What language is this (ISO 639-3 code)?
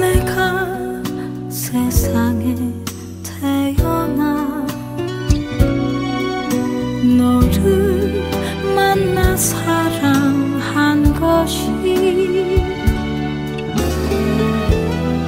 kor